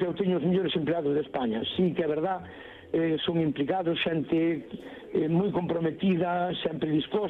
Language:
Galician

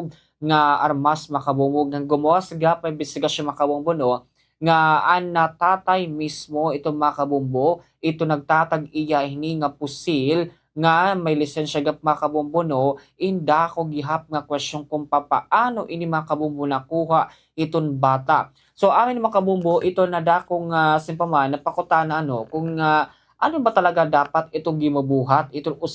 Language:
Waray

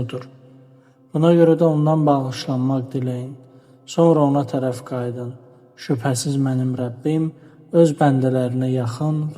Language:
Azerbaijani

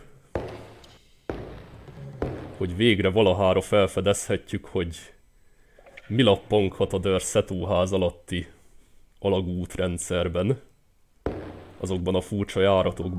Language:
Hungarian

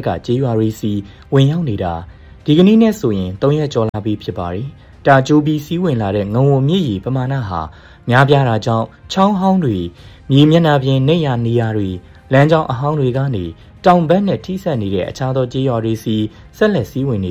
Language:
Burmese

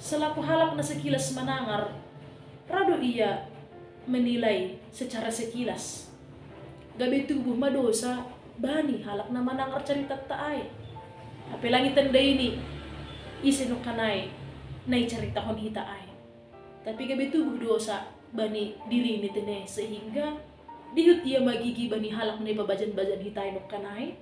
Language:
Batak Simalungun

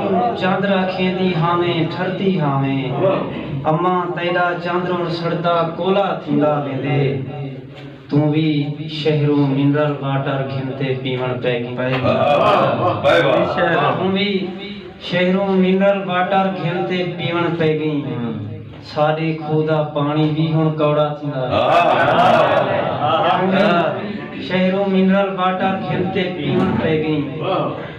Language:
Saraiki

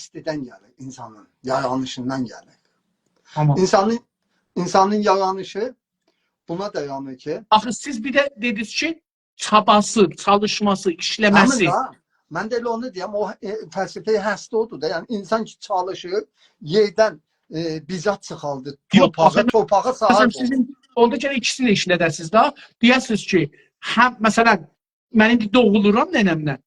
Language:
South Azerbaijani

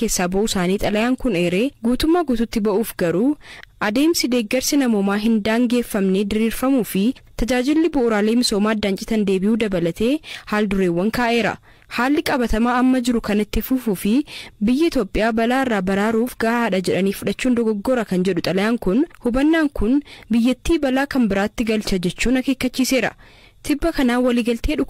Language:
Oromo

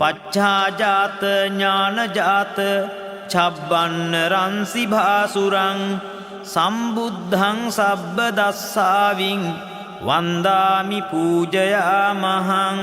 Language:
Pali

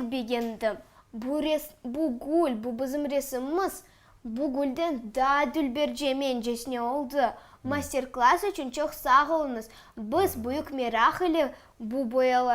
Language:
Crimean Tatar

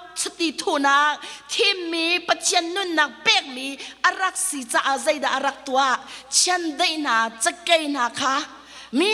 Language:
Hakha Chin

